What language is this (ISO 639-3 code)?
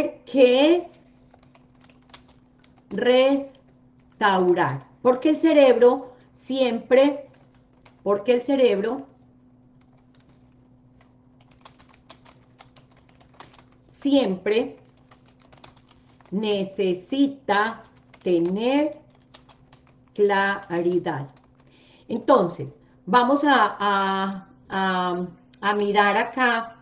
spa